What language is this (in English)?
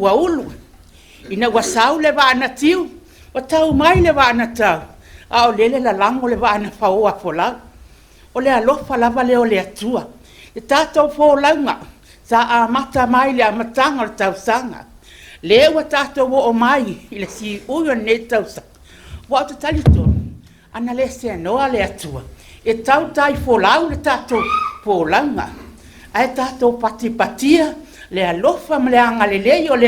Samoan